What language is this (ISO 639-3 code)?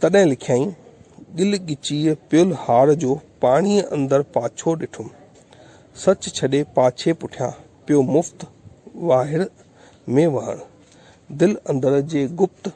snd